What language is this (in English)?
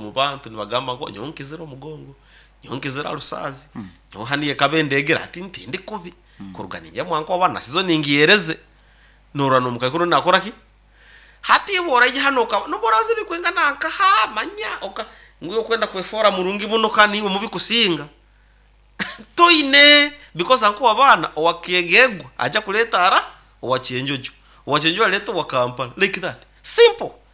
Nyoro